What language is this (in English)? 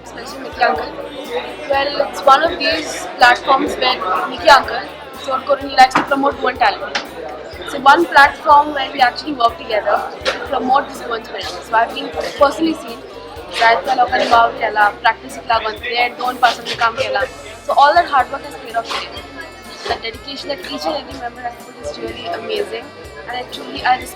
Konkani